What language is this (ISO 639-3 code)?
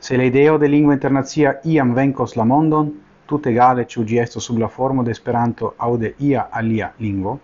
epo